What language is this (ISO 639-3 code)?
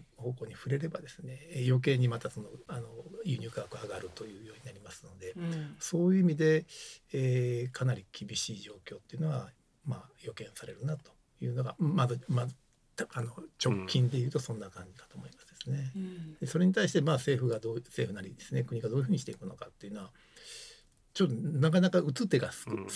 jpn